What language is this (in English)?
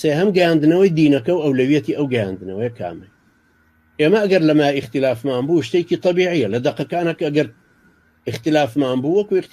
Central Kurdish